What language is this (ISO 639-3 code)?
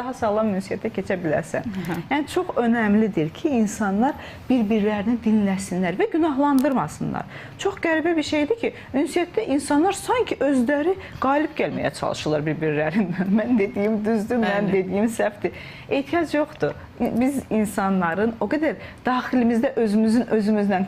aze